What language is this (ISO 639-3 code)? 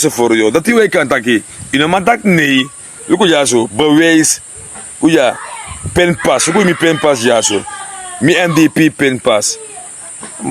srn